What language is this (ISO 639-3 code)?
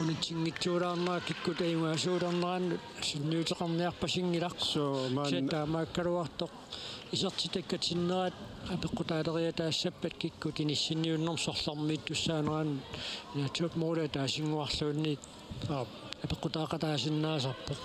kal